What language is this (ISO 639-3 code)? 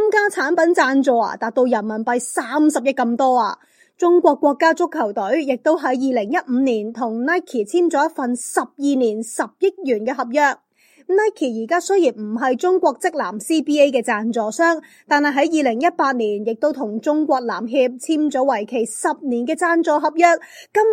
yue